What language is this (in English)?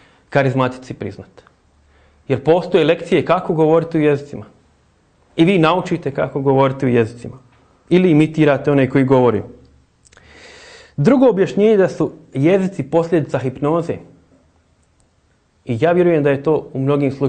Croatian